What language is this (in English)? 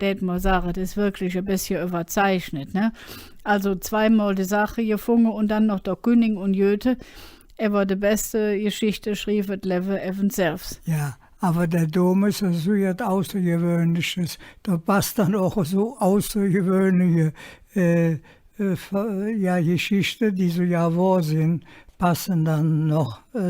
Colognian